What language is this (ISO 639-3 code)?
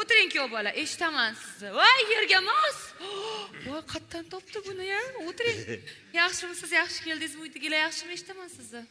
uzb